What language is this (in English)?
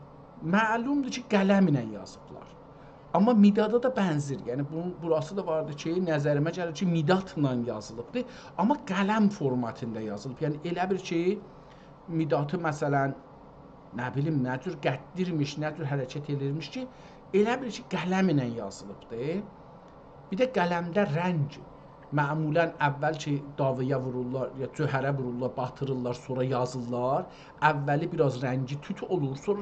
South Azerbaijani